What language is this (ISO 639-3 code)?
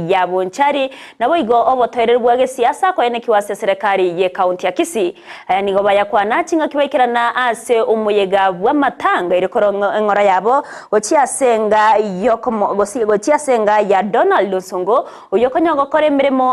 guz